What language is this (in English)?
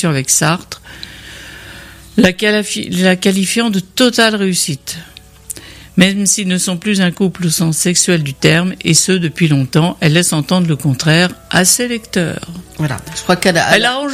French